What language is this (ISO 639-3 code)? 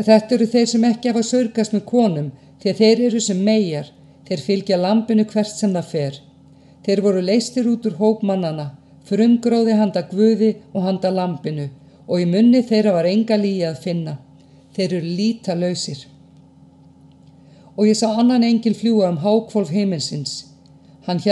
isl